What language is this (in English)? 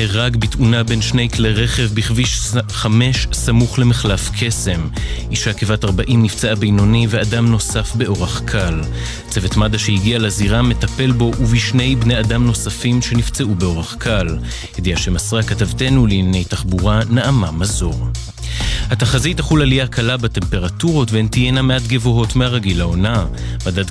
Hebrew